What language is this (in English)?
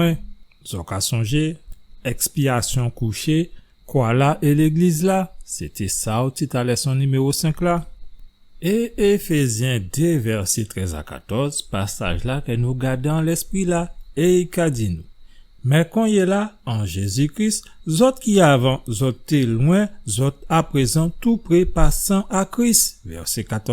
Guadeloupean Creole French